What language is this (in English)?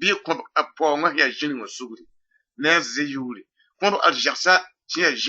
Mossi